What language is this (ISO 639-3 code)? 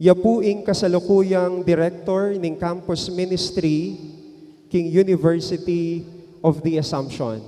pam